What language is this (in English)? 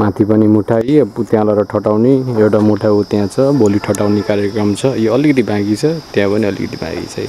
Nepali